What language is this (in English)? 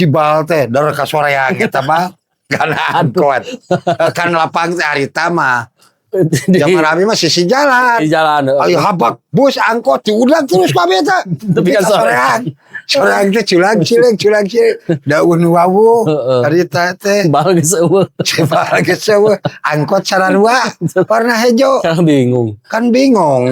Sundanese